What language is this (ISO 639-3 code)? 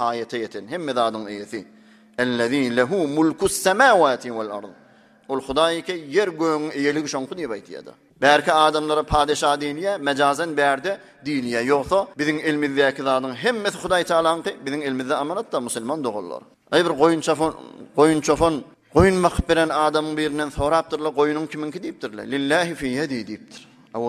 tuk